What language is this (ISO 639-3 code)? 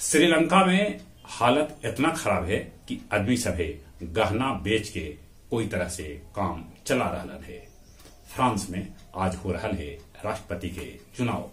mag